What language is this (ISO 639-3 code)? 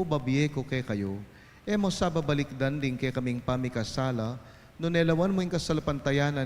pam